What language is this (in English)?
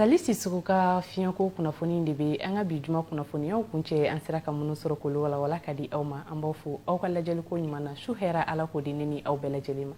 Bambara